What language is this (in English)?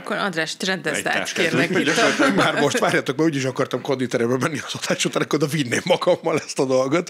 Hungarian